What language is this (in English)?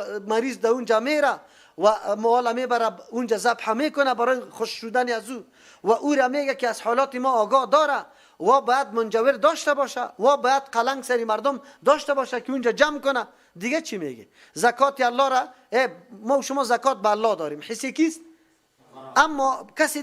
Persian